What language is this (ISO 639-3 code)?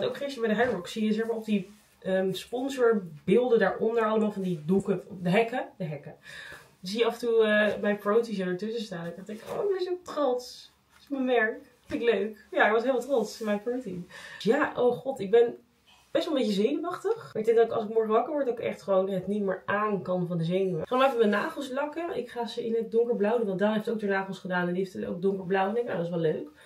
nld